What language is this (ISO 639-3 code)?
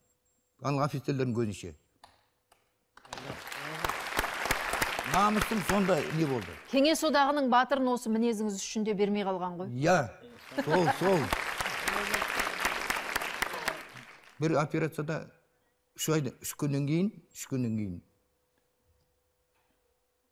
kaz